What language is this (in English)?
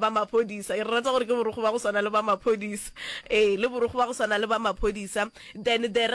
Northern Sotho